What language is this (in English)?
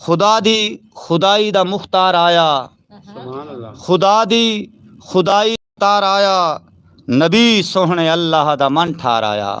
Western Panjabi